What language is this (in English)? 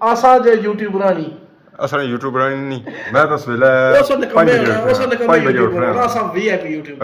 Pahari-Potwari